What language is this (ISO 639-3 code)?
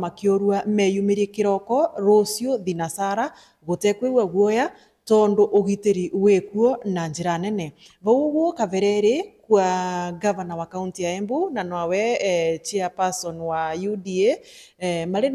mer